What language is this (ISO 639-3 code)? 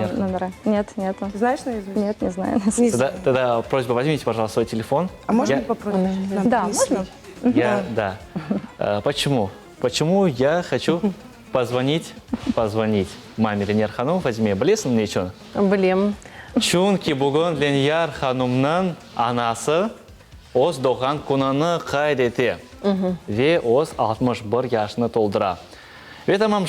crh